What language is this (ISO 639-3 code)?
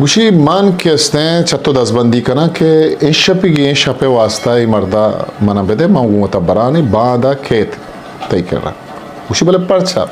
bgp